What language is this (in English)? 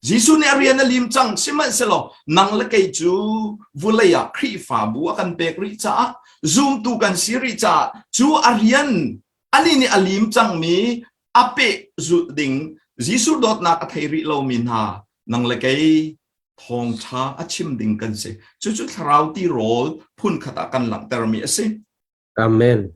Hakha Chin